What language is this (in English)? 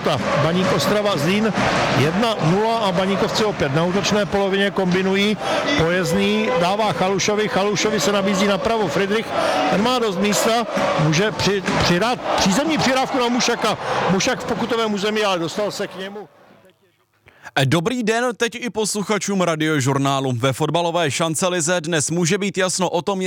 Czech